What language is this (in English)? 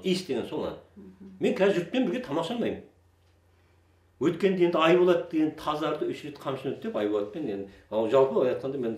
Kazakh